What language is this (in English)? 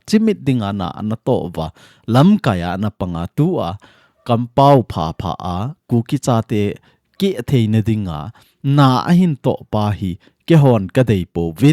Thado Chin